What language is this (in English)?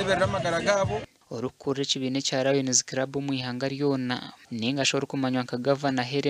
Nyankole